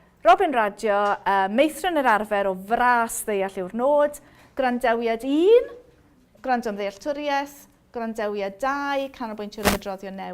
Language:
Welsh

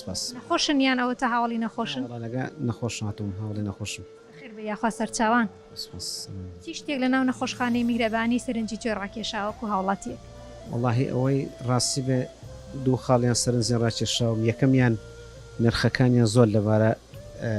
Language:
Central Kurdish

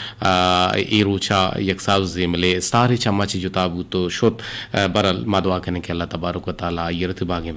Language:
Eastern Balochi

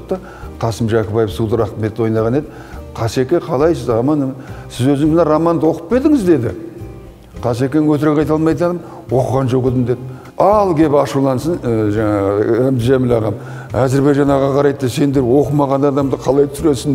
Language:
Kazakh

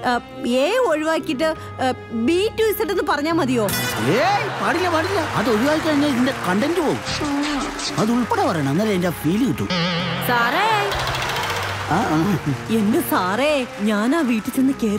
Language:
Malayalam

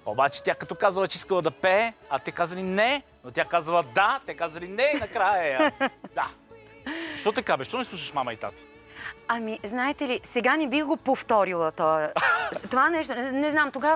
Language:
Bulgarian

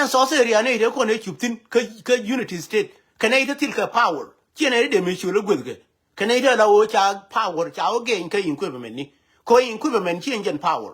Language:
Nuer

